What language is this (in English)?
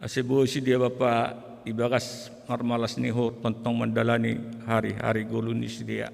Batak Simalungun